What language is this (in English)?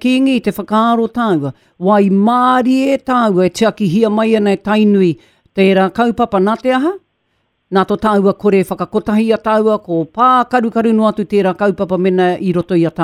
Māori